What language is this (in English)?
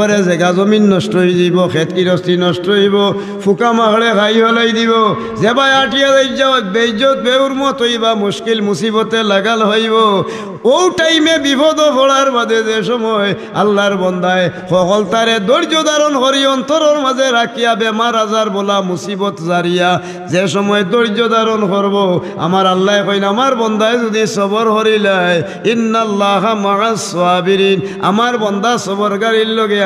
Sylheti